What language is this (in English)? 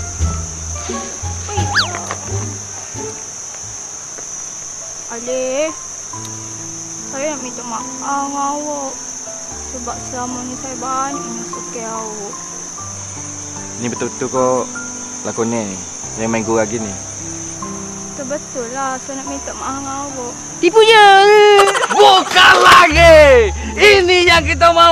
Malay